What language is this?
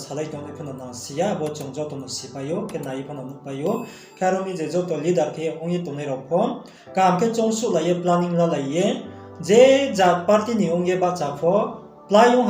Riang (India)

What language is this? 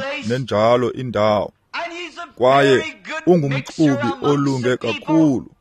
Xhosa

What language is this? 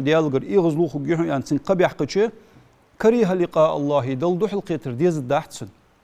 Ingush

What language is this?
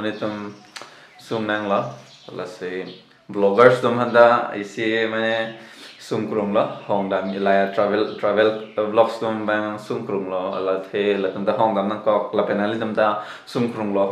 Karbi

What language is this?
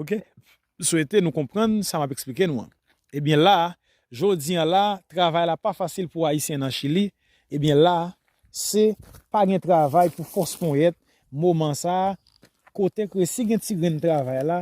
Haitian Creole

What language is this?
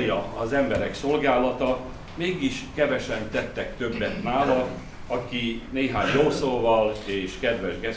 Hungarian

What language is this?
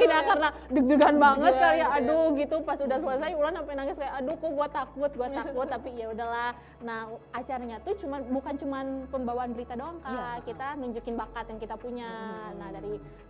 Indonesian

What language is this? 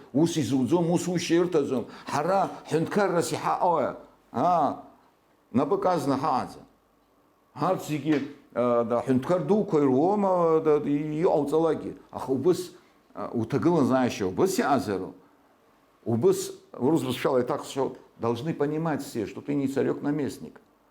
Abkhazian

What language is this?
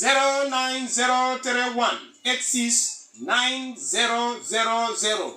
Igbo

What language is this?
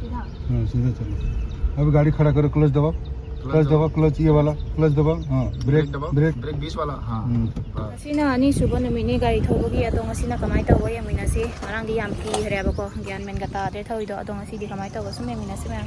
Manipuri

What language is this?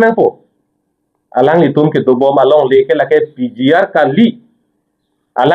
Karbi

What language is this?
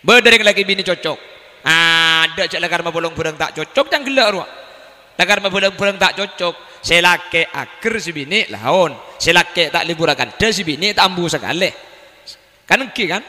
Madurese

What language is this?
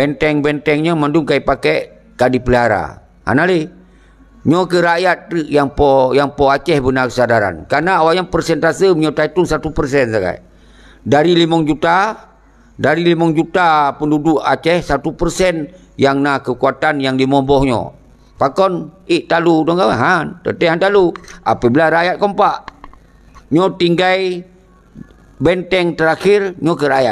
Achinese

